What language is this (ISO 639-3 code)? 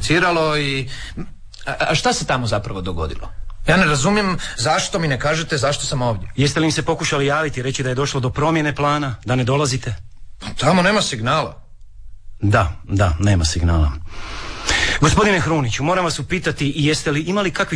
hrv